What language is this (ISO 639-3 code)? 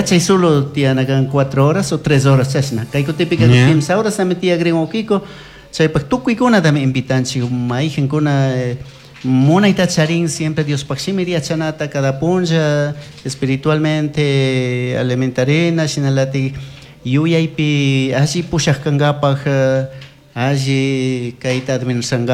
qug